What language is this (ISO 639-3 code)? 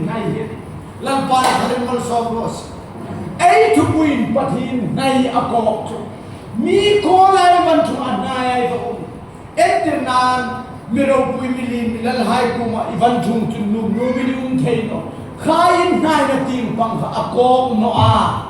hmr